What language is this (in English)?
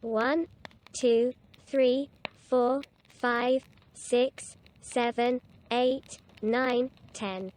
Welsh